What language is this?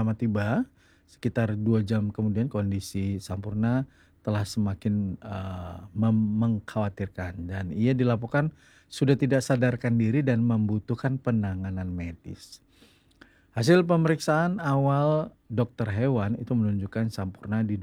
Indonesian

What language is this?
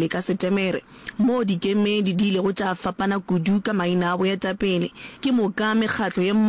Northern Sotho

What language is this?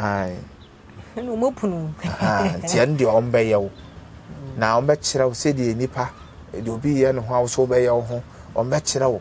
Akan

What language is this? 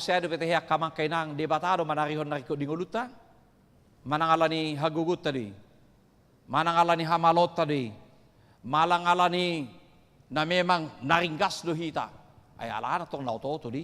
Batak Toba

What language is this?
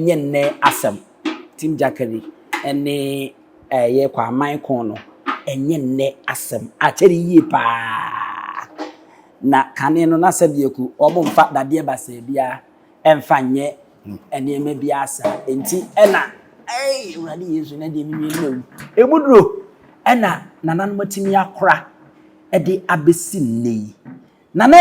Akan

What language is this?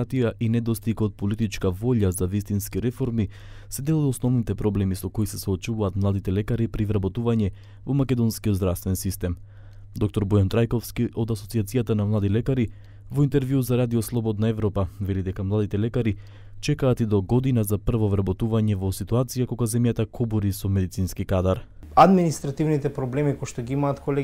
Macedonian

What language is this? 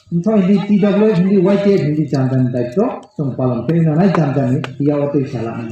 Riang (India)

